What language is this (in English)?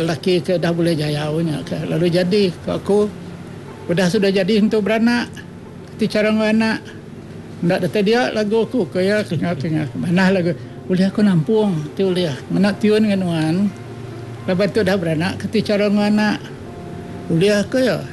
Iban